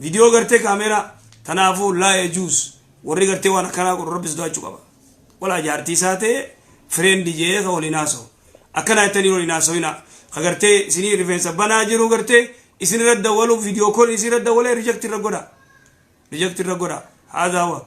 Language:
Oromo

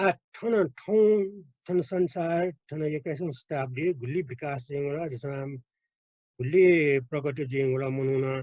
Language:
Newari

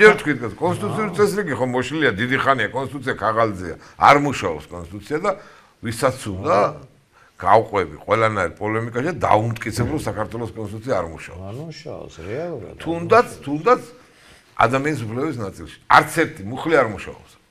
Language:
Georgian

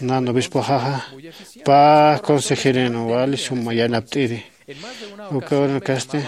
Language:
Aymara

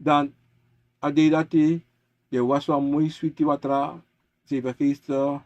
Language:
Sranan Tongo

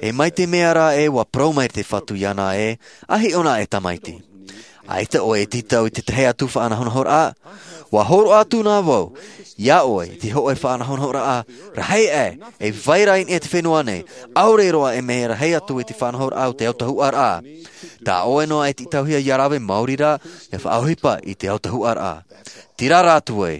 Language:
Tahitian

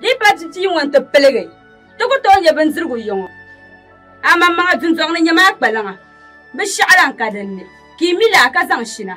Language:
Dagbani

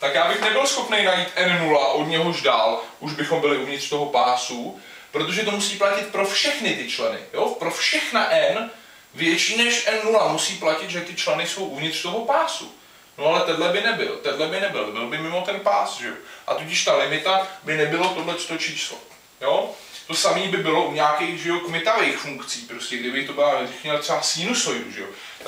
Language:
Czech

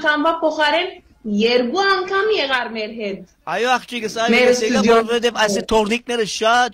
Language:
Western Armenian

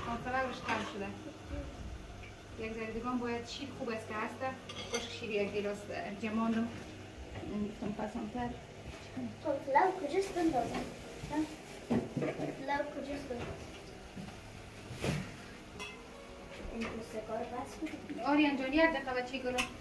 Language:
Persian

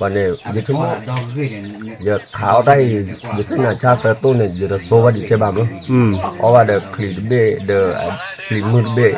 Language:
S'gaw Karen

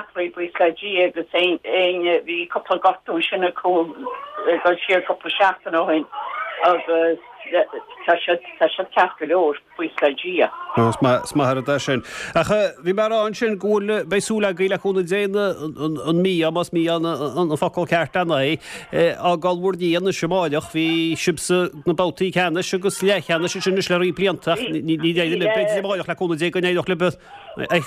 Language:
Irish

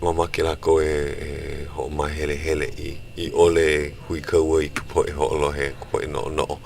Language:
Hawaiian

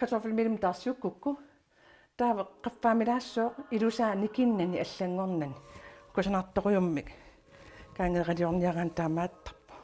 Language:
Kalaallisut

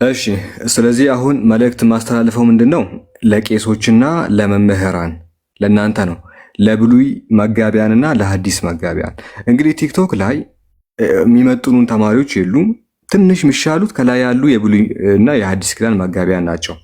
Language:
Amharic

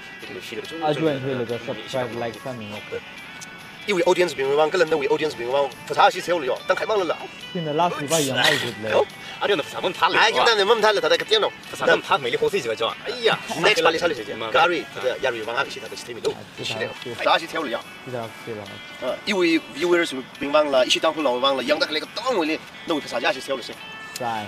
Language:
Tangkhul Naga (India)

